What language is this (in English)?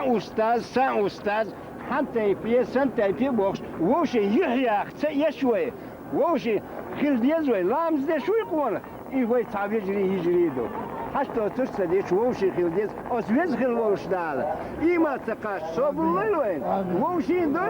Chechen